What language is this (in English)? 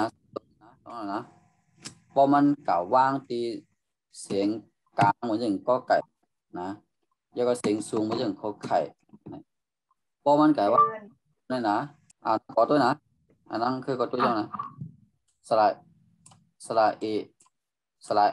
Shan